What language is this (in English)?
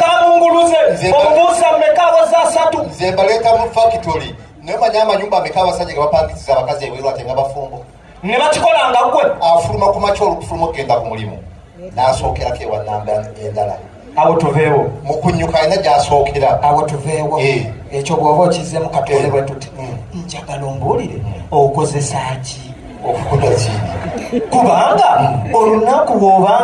Ganda